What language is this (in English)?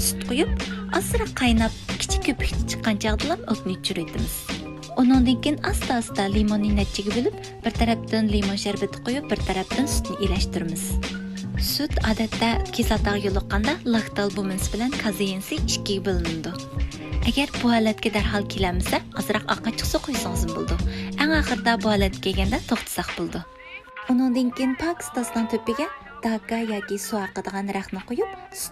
Uyghur